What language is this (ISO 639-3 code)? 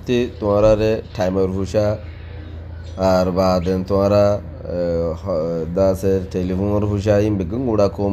rhg